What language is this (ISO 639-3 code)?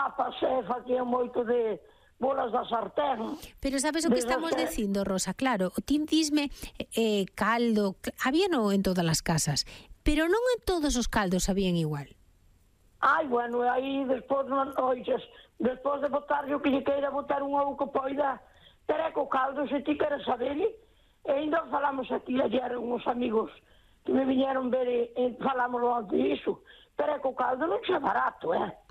glg